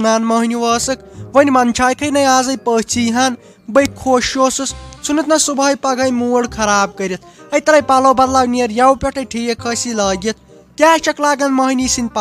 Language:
Kashmiri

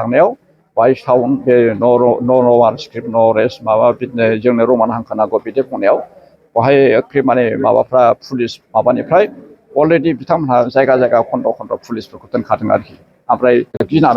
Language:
Bodo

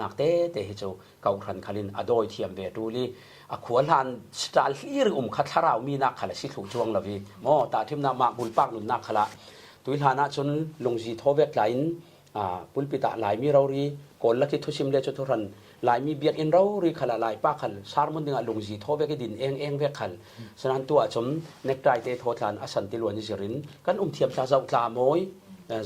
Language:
Falam Chin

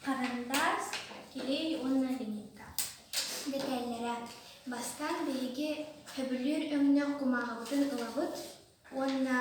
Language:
Yakut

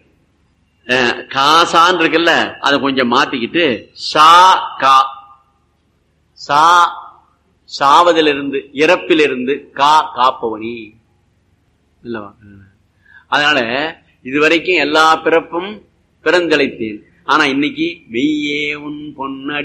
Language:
Tamil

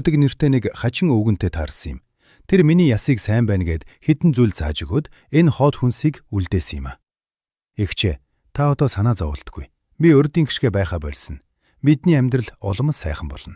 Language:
Mongolian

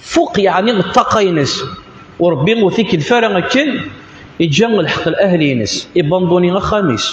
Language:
Kabyle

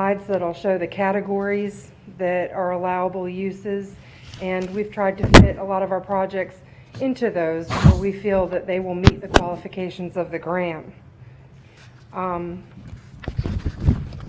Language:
English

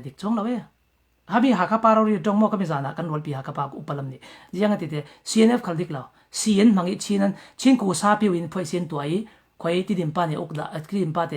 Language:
Falam Chin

